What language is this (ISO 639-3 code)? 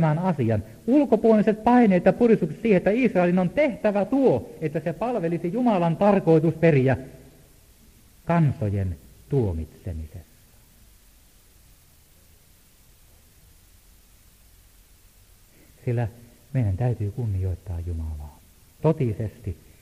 fin